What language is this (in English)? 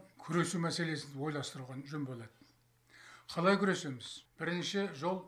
Kazakh